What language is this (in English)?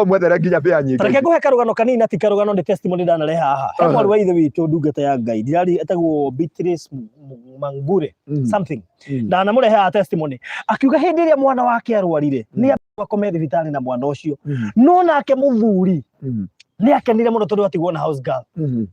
Kikuyu